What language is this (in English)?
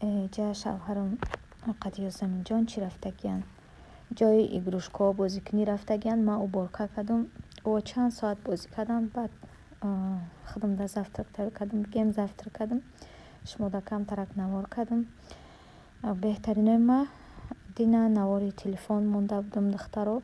Tajik